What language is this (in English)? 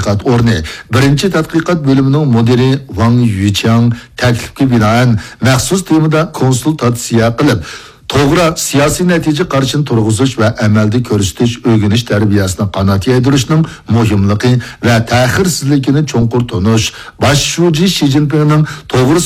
Uyghur